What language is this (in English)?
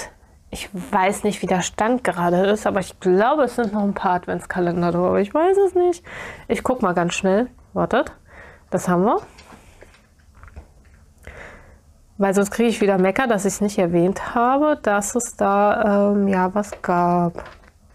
German